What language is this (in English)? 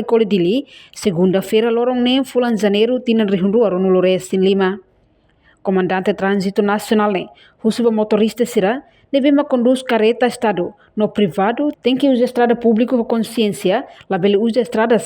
Tetum